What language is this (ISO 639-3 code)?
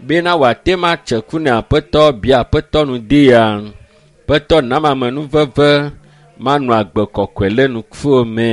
ewe